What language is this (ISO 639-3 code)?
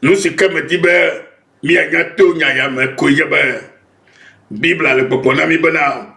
ewe